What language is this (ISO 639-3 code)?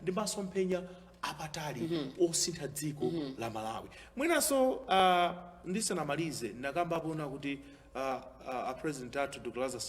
nya